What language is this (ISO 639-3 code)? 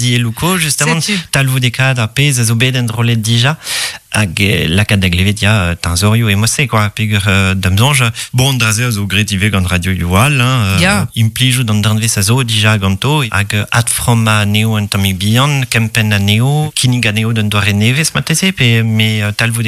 bre